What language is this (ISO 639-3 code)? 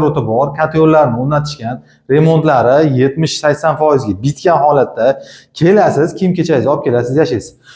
uzb